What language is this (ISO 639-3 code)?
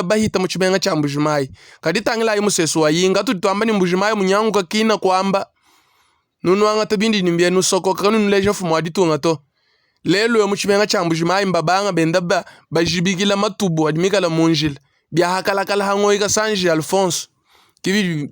lua